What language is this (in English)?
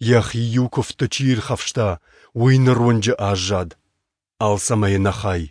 Ossetic